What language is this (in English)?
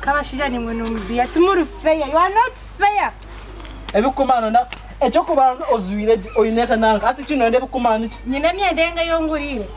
Nyankole